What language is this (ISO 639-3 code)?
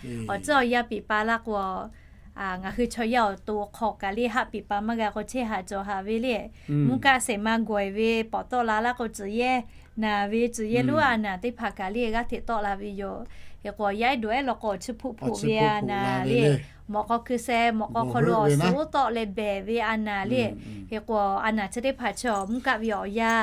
lhu